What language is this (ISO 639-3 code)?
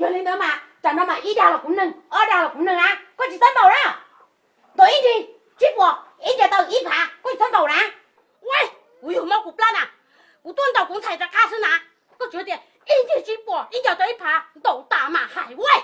hmn